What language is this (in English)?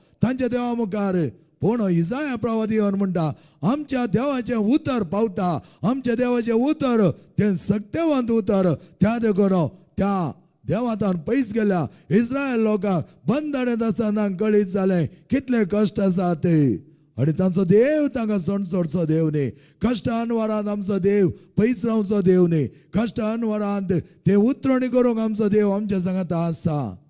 Konkani